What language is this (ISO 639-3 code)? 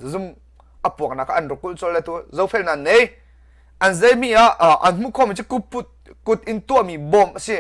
cnh